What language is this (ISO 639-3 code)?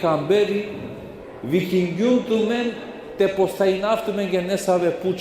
rmn